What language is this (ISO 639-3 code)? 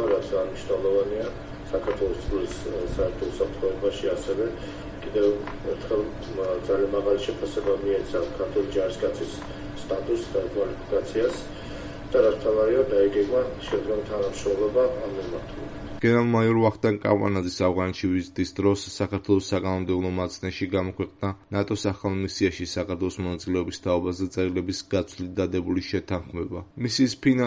kat